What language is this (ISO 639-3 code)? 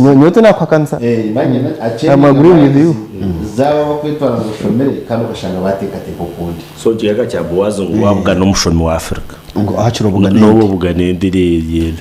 nyn